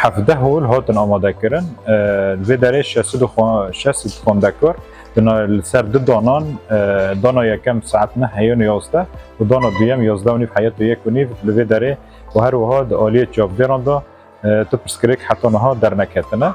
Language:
Kurdish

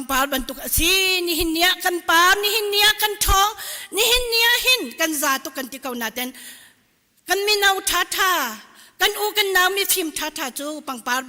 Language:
Hakha Chin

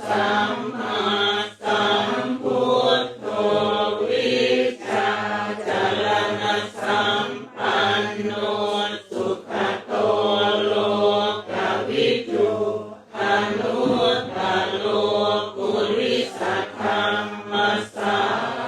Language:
Pali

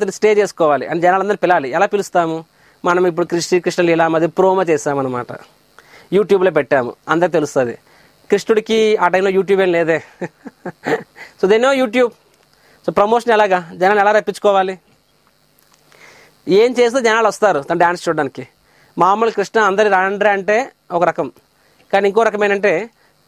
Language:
Telugu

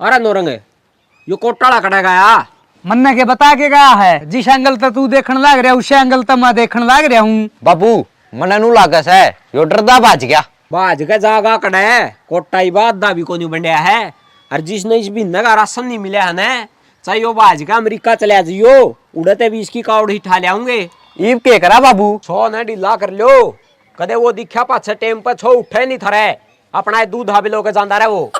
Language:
Haryanvi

